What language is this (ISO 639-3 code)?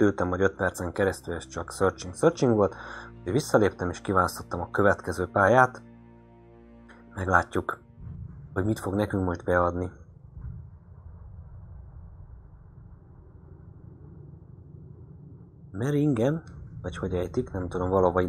hun